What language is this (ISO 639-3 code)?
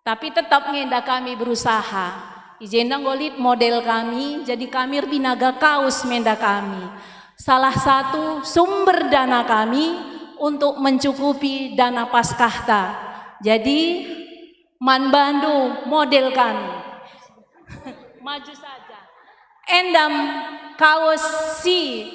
btx